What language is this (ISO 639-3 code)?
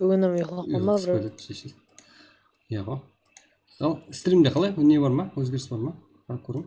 kaa